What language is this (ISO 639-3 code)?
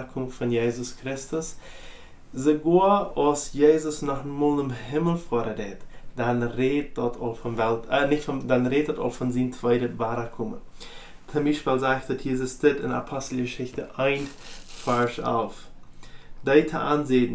pdt